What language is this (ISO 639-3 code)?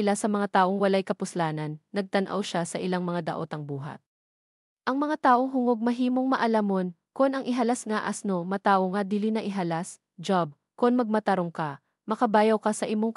ceb